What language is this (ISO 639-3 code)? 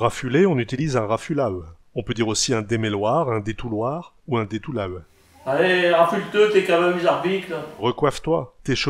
pcd